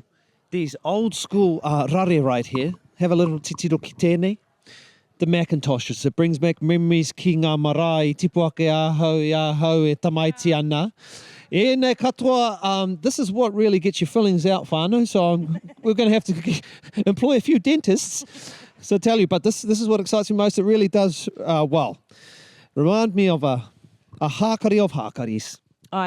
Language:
Māori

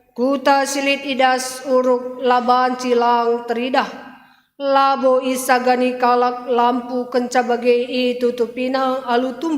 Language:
Batak Karo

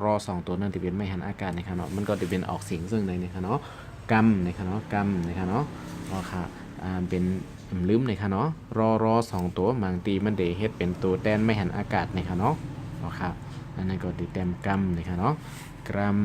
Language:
Shan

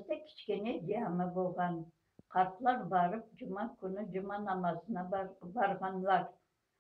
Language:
Crimean Tatar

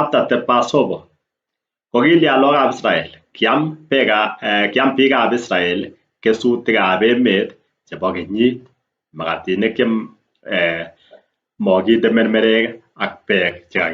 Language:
Kalenjin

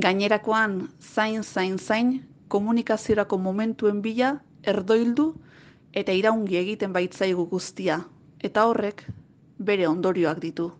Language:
Basque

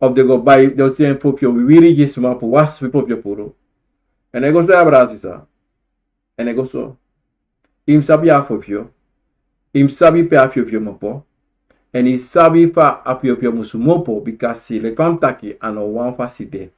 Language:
Sranan Tongo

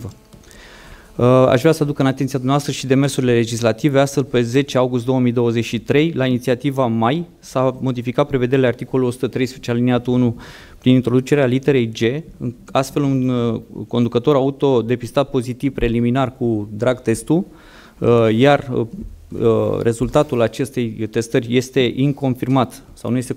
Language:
Romanian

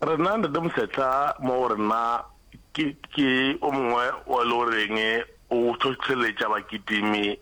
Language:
Northern Sotho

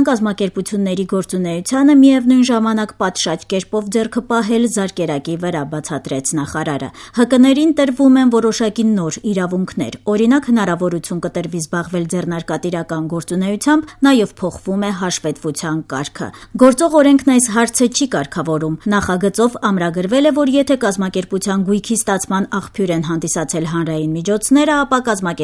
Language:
Armenian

